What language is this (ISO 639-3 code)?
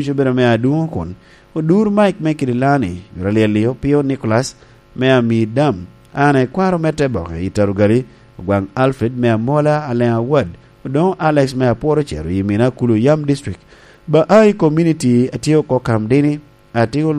laj